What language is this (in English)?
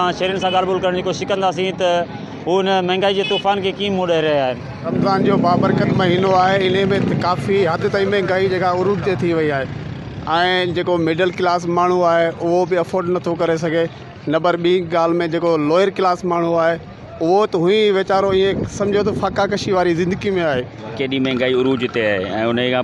Sindhi